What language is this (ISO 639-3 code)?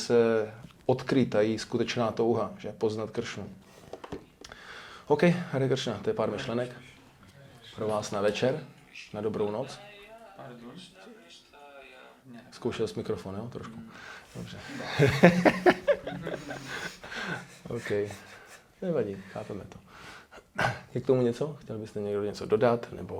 ces